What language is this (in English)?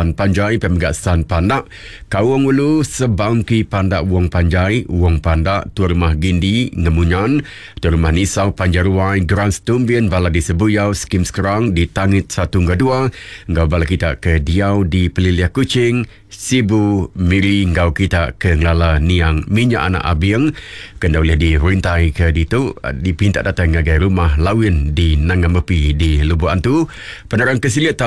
Iban